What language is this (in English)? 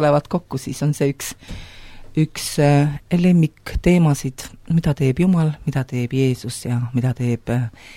Estonian